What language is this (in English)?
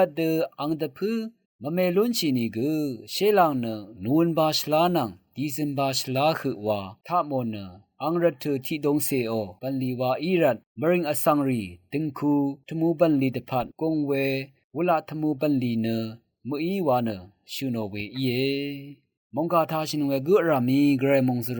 Rawang